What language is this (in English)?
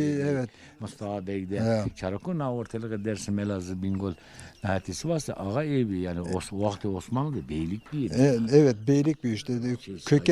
Zaza